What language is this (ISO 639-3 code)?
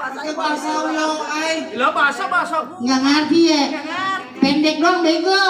bew